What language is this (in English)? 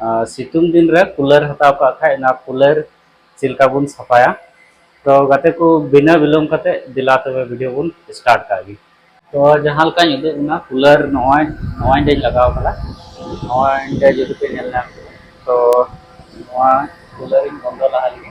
Santali